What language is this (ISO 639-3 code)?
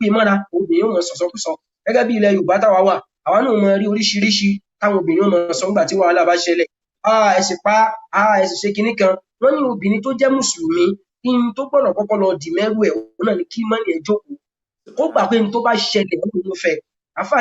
yor